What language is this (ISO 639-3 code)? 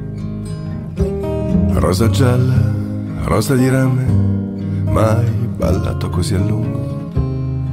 ita